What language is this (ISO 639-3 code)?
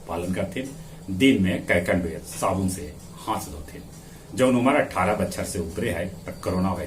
mag